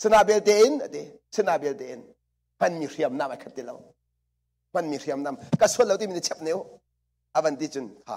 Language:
Hakha Chin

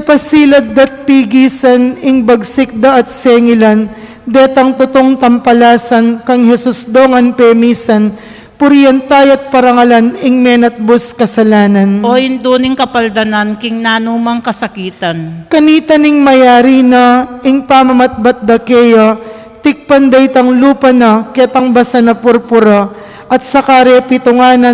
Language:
Pampanga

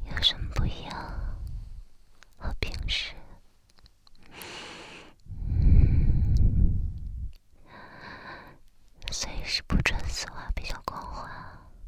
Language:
Chinese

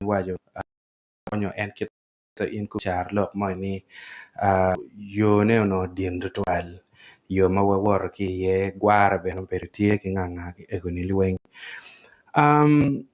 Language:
Acoli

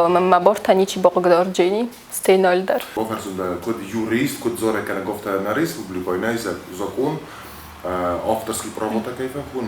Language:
Ossetic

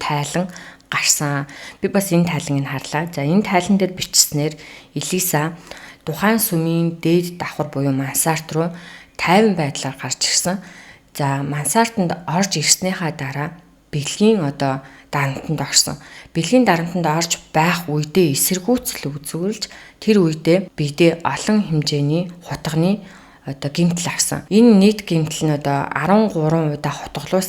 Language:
Mongolian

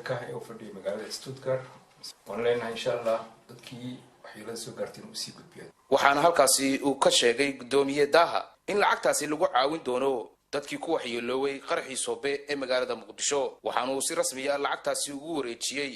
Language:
Somali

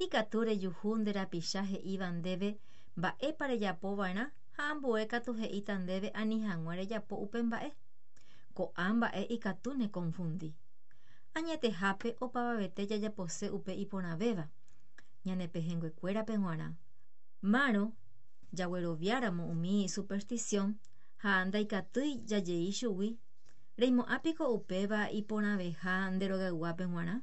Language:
Guarani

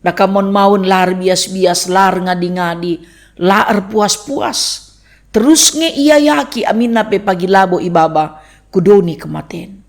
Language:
Batak Karo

